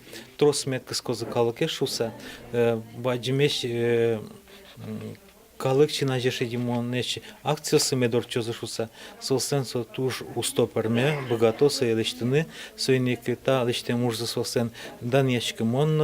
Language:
Udmurt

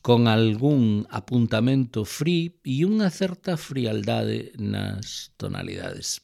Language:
Galician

